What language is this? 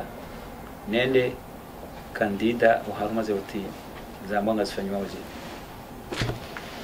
Swahili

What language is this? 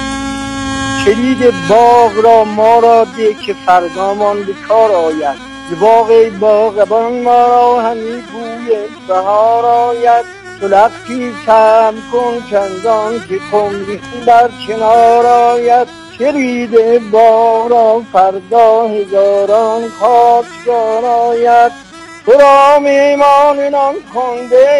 Persian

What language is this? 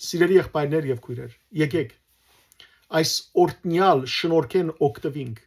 Western Armenian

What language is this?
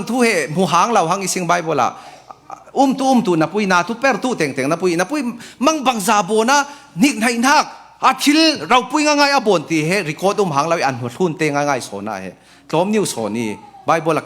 Falam Chin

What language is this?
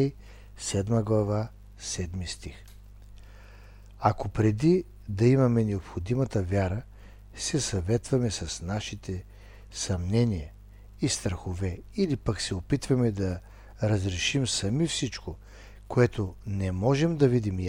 Bulgarian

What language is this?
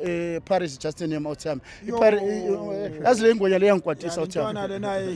Zulu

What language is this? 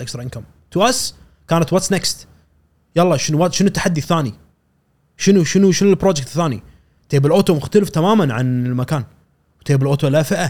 Gulf Arabic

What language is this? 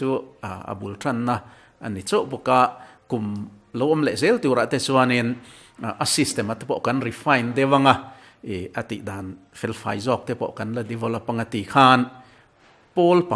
Mizo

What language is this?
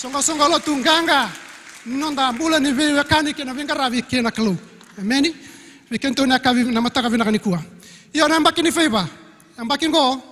Fijian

